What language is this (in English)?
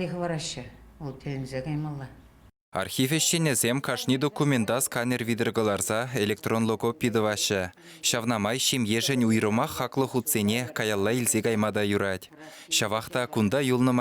Chuvash